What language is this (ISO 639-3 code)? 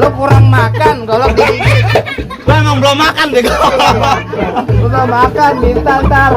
bew